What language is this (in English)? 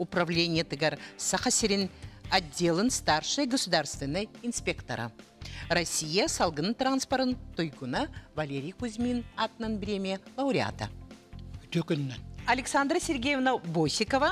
Yakut